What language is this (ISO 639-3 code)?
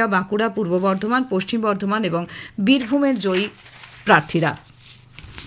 ben